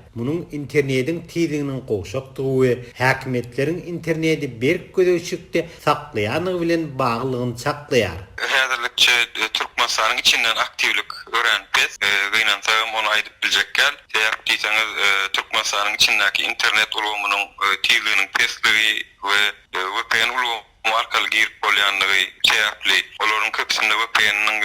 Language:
Turkmen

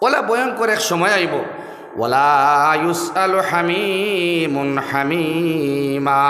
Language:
Sylheti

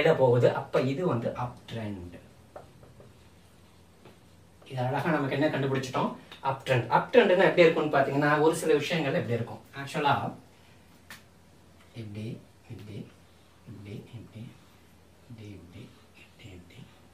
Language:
Tamil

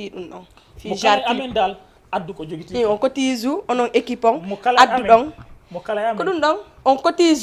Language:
Fula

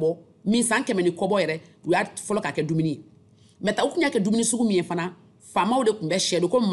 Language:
Bambara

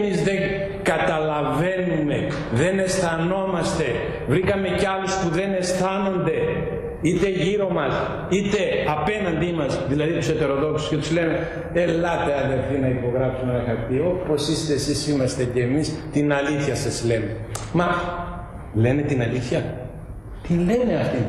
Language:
Greek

